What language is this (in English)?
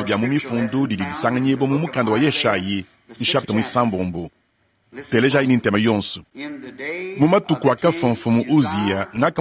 Luba-Lulua